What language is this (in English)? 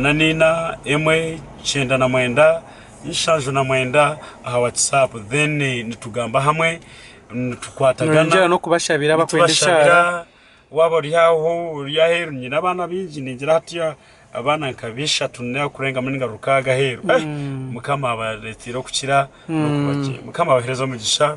Nyankole